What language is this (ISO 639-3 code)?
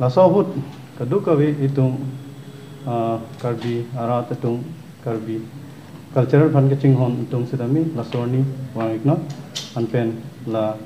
mjw